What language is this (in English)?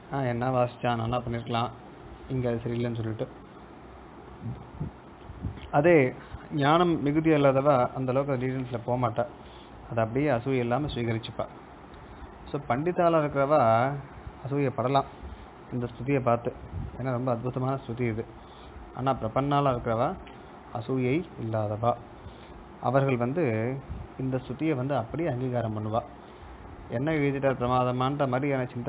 Tamil